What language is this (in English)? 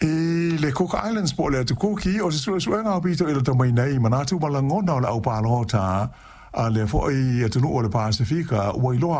Samoan